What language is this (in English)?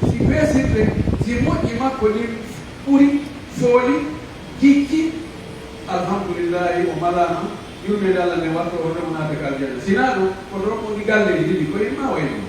Pular